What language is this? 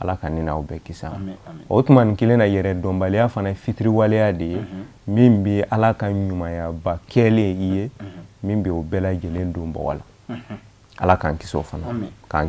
Bambara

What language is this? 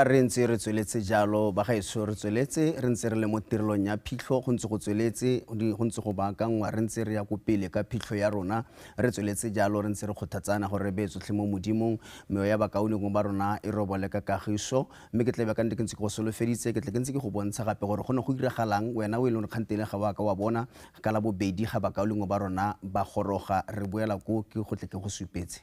Tswana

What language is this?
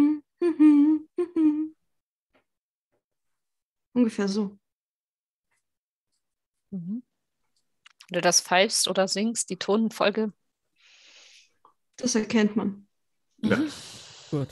German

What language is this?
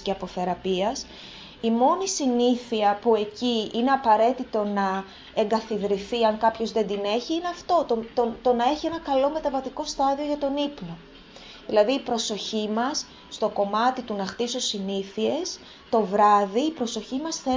Greek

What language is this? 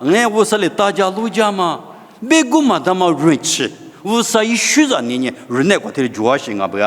Lisu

